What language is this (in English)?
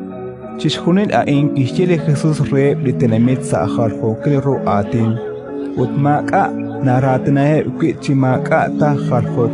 Kekchí